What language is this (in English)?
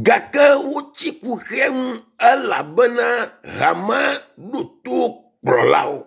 Ewe